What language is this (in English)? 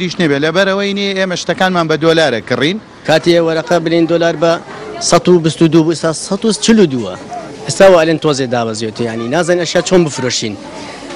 Central Kurdish